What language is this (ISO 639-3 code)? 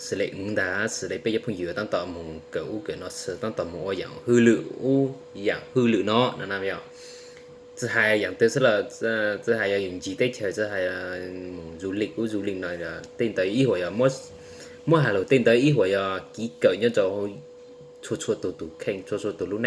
hmn